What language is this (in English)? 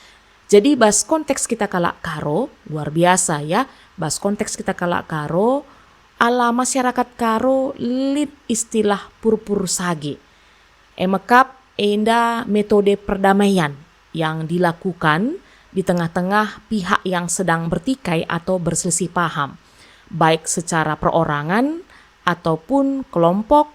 Batak Karo